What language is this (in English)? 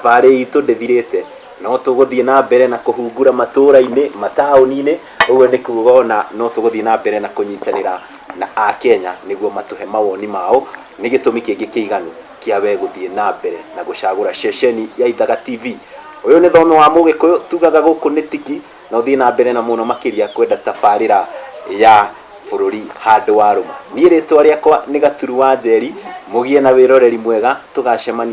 Kikuyu